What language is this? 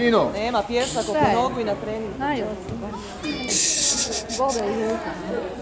Croatian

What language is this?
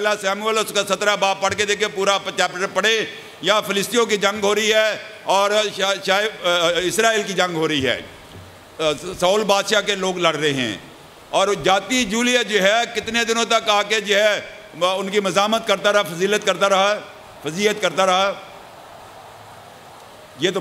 Urdu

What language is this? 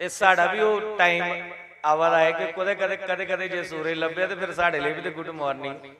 Dogri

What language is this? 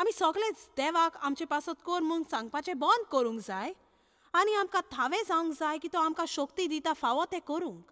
Konkani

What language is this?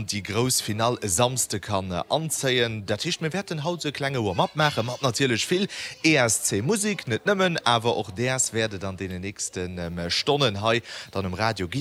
Luxembourgish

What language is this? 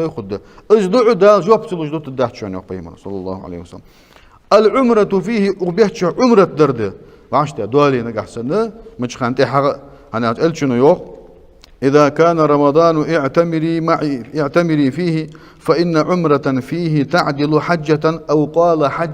Ingush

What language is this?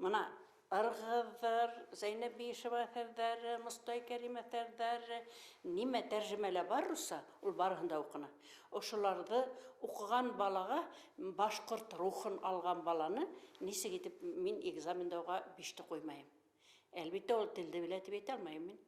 Bashkir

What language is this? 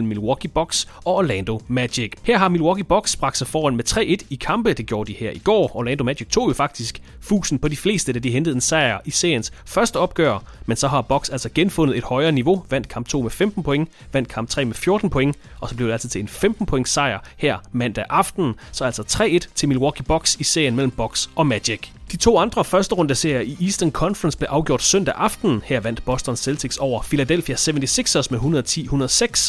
Danish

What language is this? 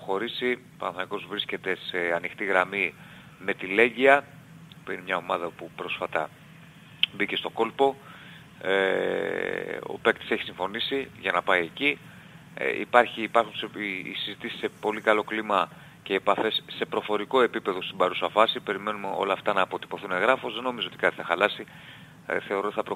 Greek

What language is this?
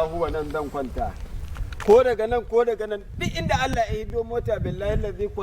Hausa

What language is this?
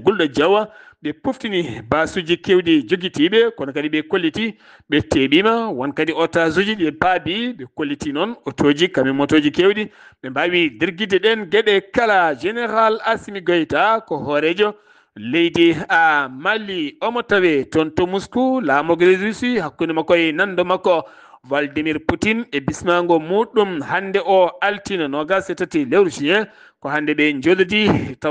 Fula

